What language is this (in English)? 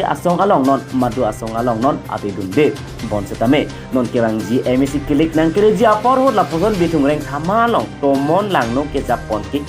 Karbi